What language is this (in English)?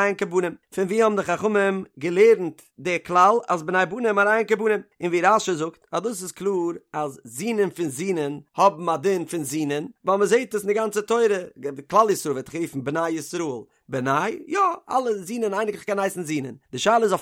Yiddish